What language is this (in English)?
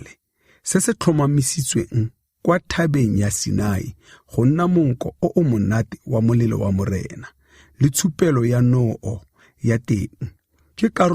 Tswana